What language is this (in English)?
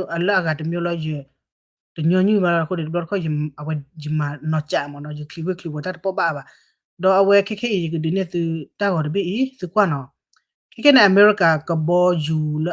S'gaw Karen